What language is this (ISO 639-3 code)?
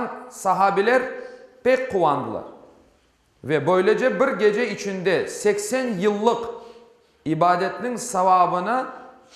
crh